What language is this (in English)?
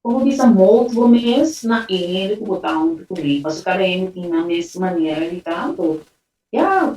Papiamento